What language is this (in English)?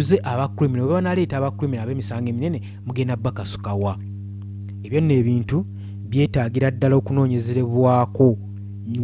Ganda